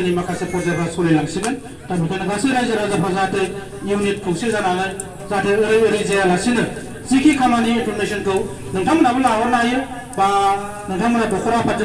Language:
Bodo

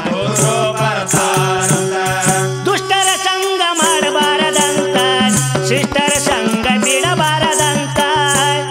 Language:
Kannada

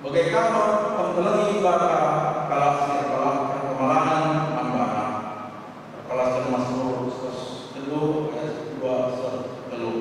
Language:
Batak Karo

